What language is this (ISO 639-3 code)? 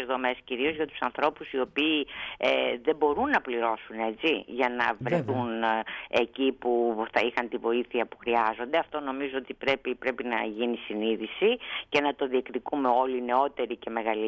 ell